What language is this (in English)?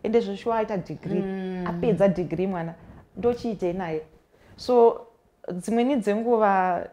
Shona